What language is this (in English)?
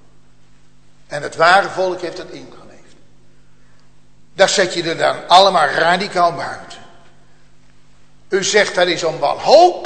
Dutch